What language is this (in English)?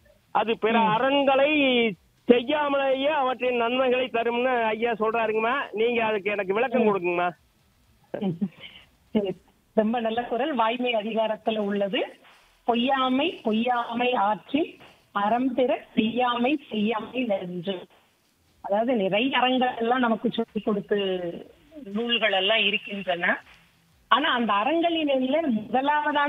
Tamil